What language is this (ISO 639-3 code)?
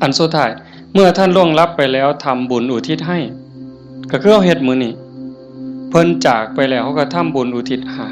tts